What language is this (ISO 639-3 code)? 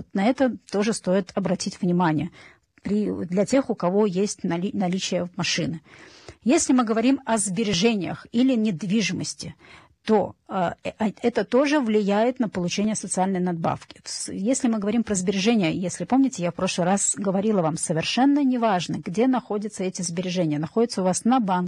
rus